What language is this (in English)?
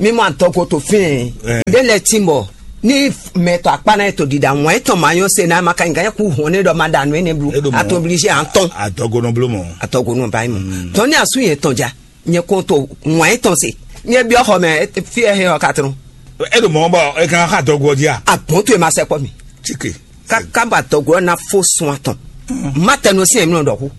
Fon